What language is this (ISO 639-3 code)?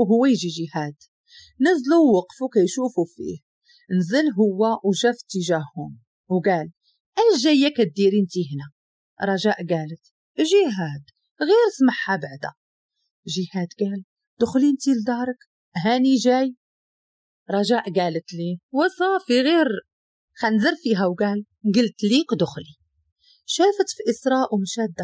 ary